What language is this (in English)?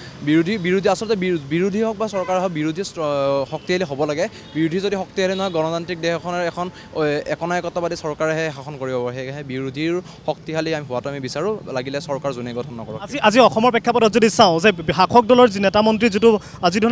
Assamese